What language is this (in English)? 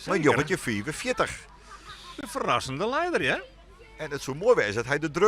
Western Frisian